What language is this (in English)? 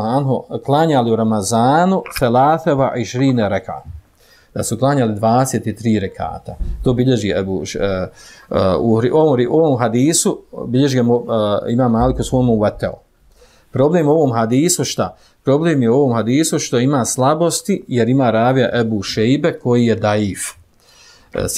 Bosnian